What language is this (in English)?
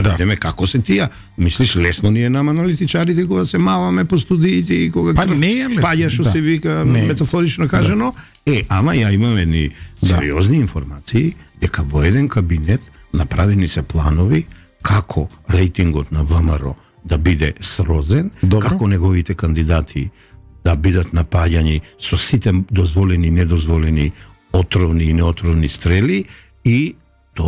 Macedonian